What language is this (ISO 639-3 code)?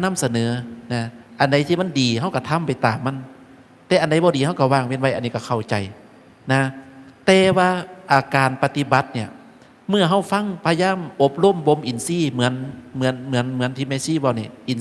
tts